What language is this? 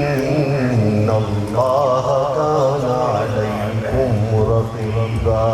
Baluchi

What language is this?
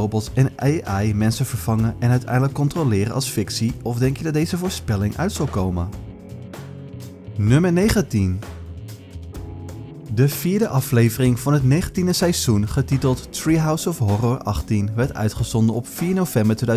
Dutch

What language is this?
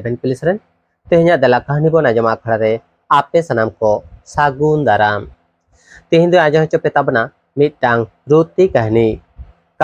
Santali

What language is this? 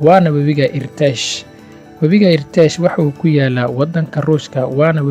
Somali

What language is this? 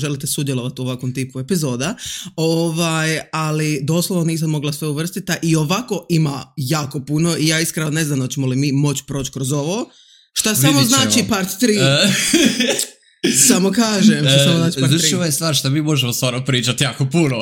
Serbian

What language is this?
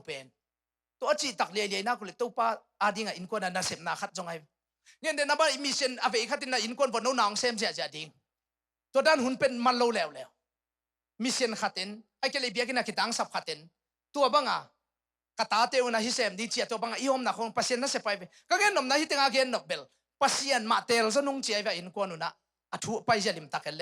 Tedim Chin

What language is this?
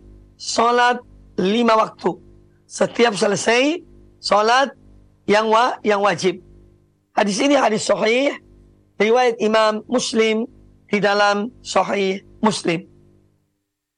Indonesian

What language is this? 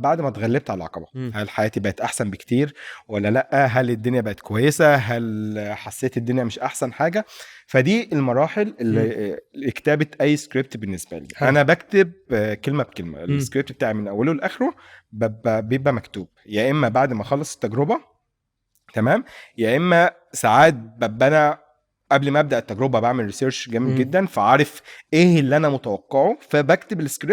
Egyptian Arabic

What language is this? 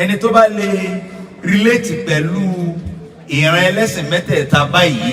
Yoruba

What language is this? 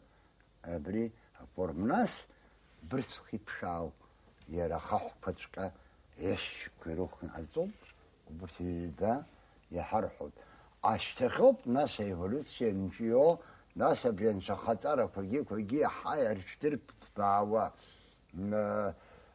Abkhazian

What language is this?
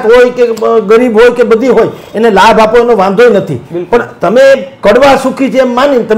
Gujarati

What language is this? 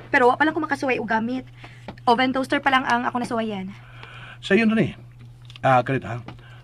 Cebuano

